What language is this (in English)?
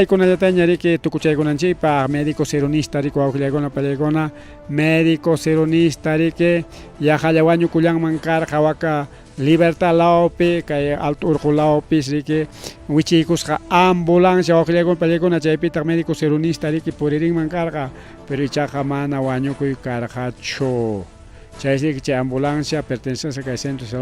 Ayacucho Quechua